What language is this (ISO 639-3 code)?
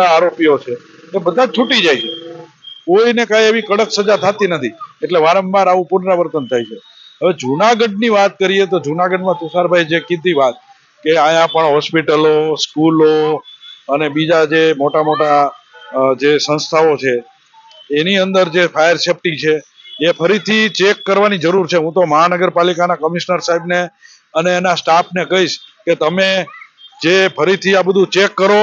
guj